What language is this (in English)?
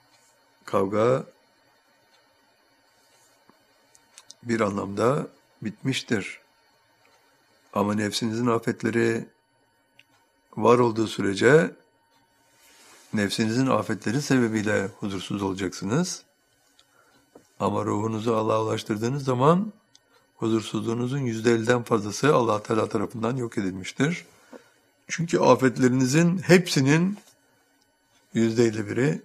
Turkish